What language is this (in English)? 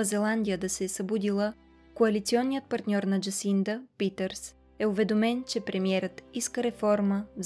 Bulgarian